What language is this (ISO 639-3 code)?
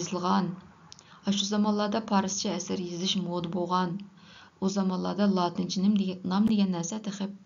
uig